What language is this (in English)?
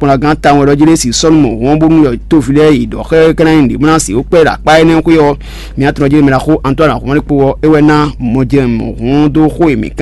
Fon